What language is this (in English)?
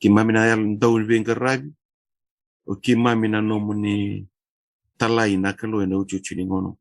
Fijian